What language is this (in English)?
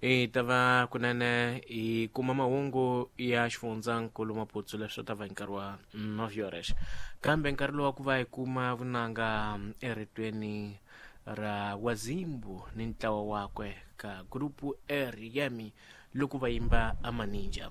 Tsonga